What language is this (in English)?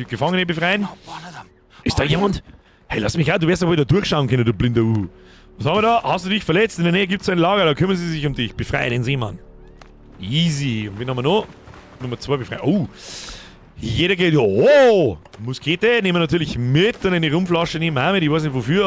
Bavarian